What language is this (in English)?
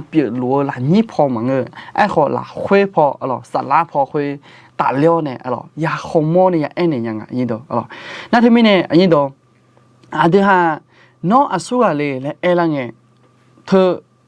Akha